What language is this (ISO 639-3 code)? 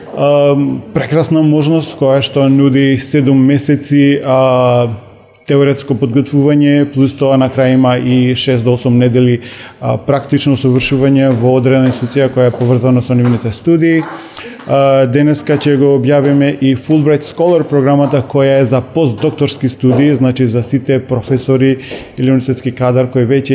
mkd